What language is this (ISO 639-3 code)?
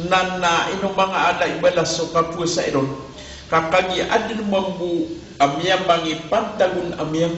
mrw